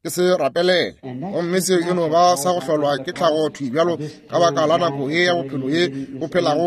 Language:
Northern Sotho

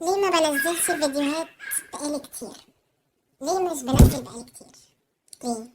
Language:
Egyptian Arabic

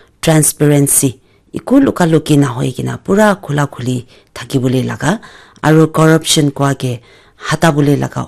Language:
Naga Pidgin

